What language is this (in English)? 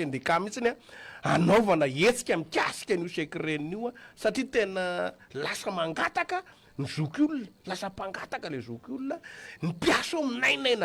Malagasy